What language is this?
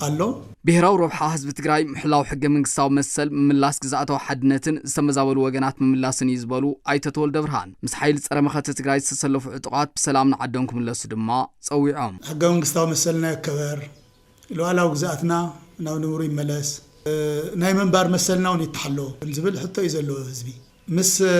Tigrinya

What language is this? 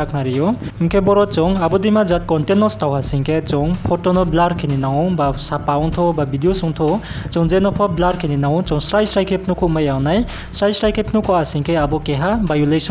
Riang (India)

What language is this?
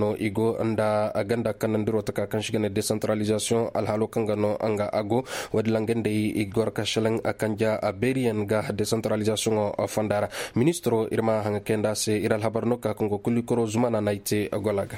Koyraboro Senni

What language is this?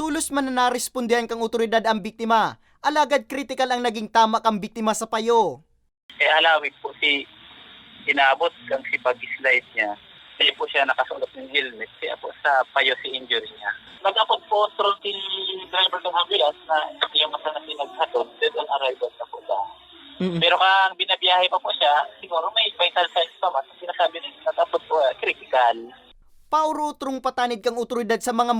Bikol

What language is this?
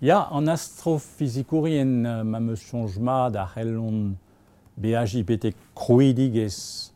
Breton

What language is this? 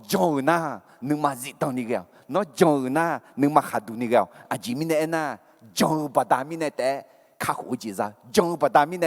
Akha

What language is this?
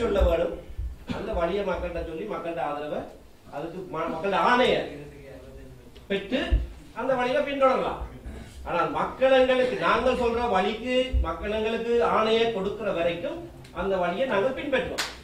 Tamil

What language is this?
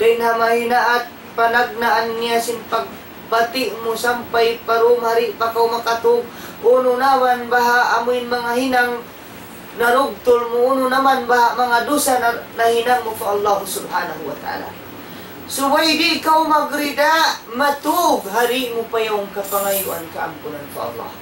Tausug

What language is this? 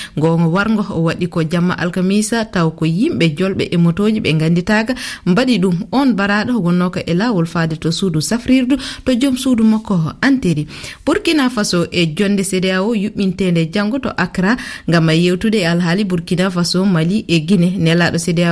Fula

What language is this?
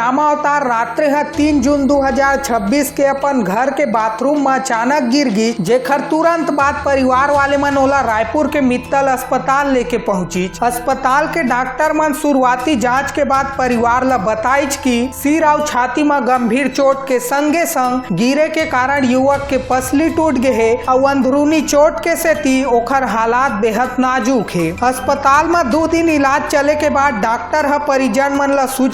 Chhattisgarhi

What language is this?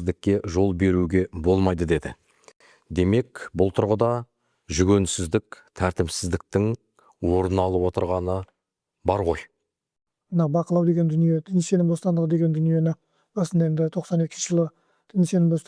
Kazakh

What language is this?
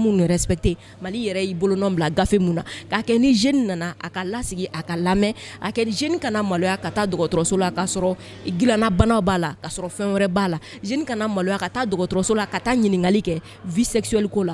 Bambara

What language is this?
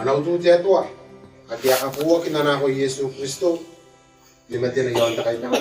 Gilbertese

